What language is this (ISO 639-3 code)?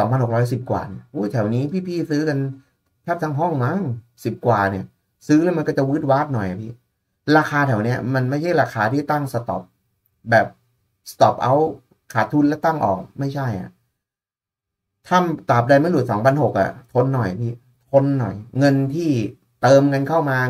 tha